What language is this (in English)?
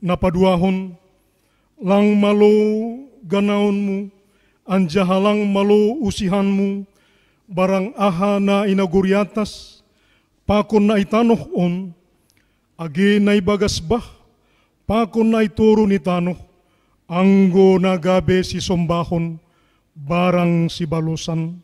Batak Simalungun